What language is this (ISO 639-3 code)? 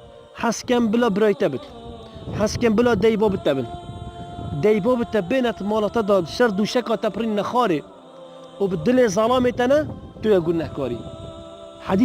kur